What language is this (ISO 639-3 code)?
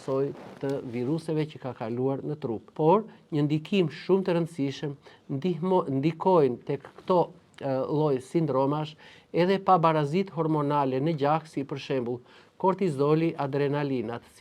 sqi